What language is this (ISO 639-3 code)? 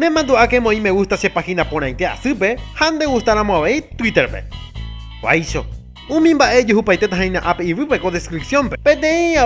grn